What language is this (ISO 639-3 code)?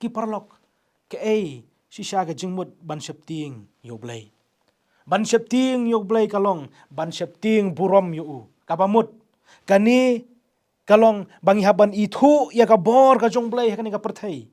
kha